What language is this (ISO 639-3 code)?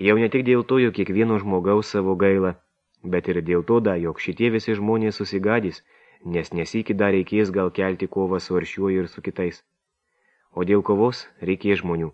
lit